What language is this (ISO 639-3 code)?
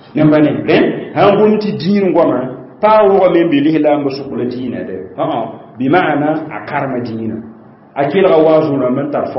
mos